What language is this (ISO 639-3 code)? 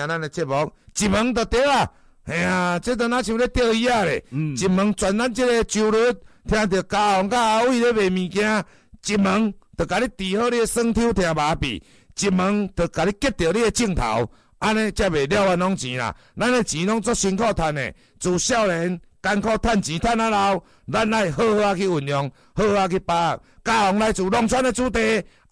nan